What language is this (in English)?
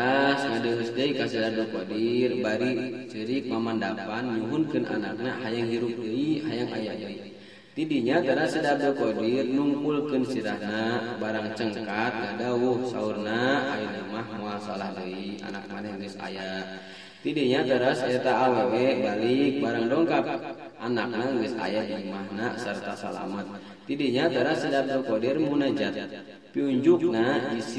Sundanese